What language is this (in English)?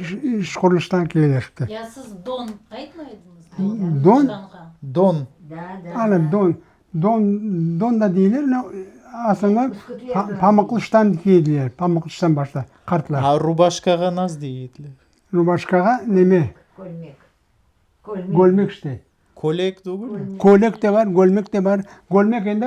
Crimean Tatar